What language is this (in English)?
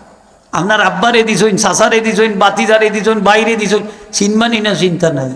Sylheti